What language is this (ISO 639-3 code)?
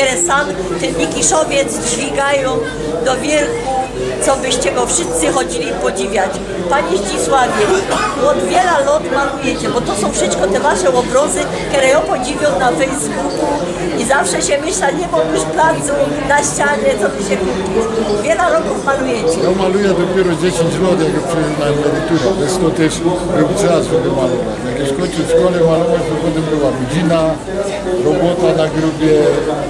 szl